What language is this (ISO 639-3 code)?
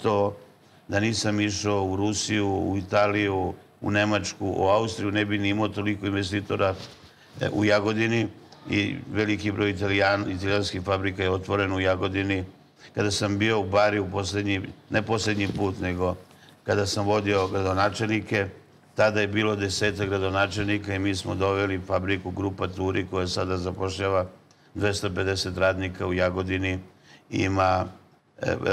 srp